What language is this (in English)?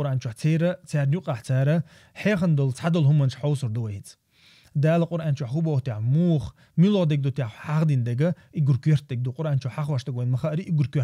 Chechen